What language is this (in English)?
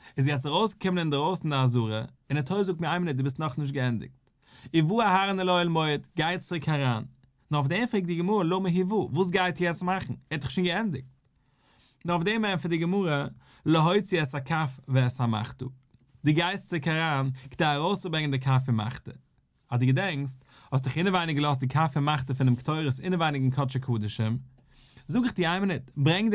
Yiddish